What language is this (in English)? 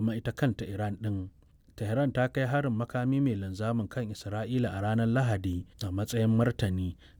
Hausa